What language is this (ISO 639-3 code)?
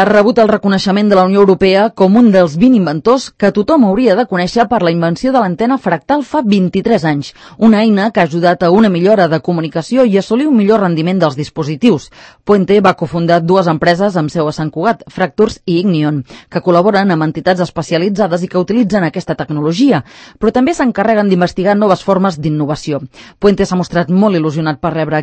cat